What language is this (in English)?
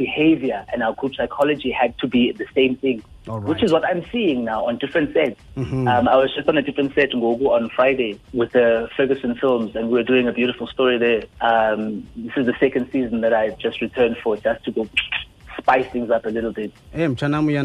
Xhosa